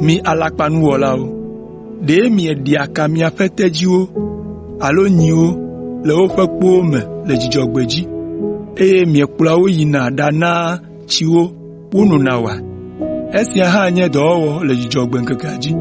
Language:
Ewe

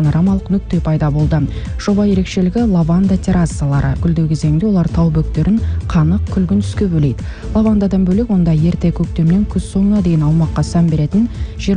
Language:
Kazakh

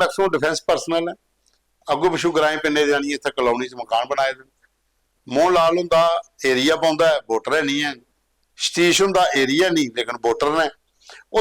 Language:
Dogri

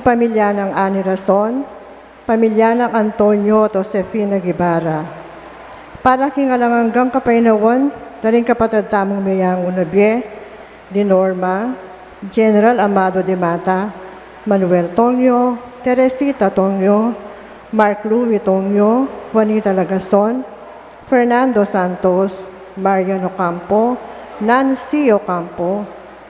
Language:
Pampanga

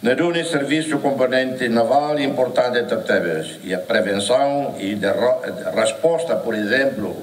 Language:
Tetum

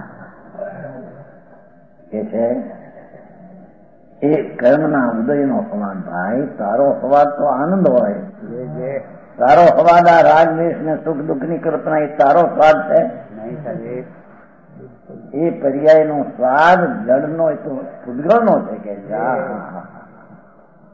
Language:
Gujarati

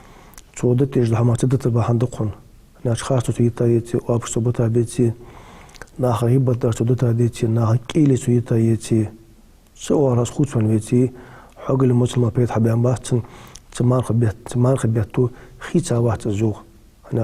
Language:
Ingush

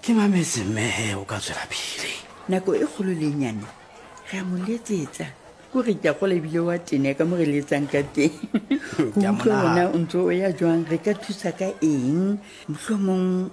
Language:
Southern Sotho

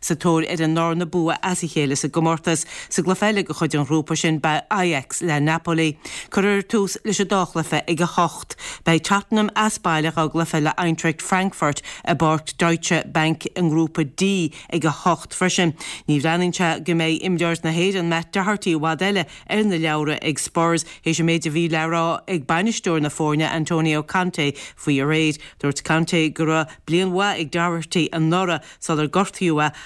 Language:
Irish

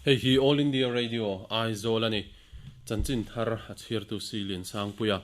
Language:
Mizo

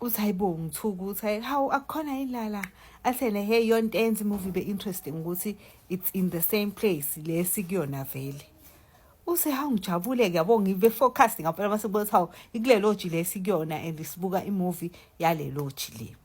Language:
Zulu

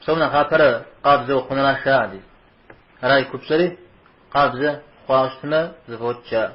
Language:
Kabardian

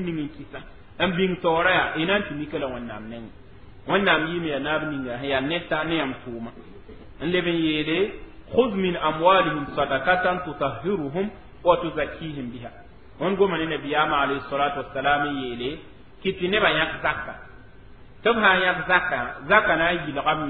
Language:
Mossi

